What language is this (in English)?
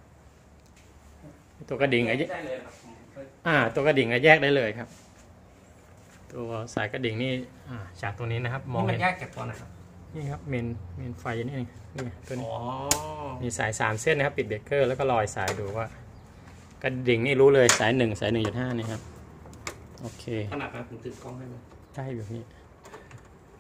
Thai